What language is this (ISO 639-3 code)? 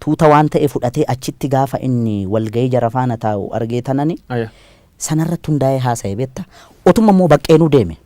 orm